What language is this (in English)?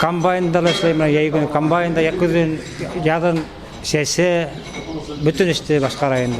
Bashkir